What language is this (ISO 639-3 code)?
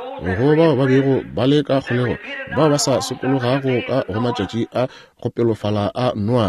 nso